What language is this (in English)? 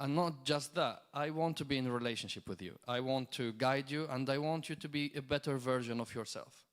English